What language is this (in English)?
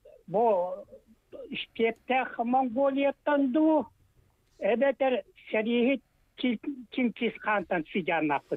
Yakut